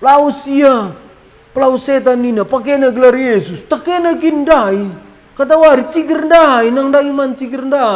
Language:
Batak Karo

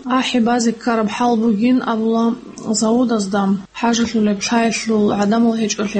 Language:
Avaric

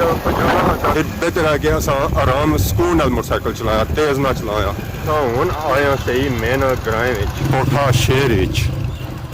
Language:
Pahari-Potwari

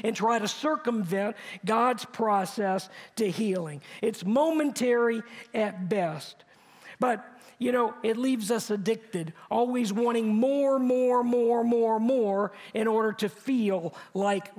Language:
English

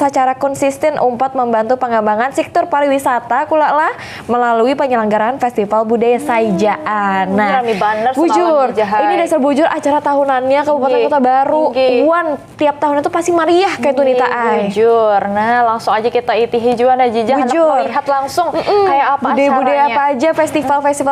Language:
Banjar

